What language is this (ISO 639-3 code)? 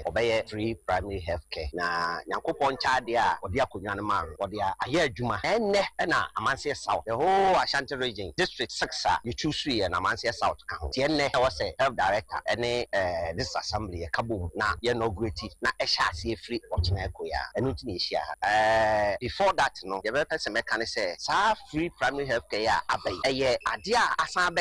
aka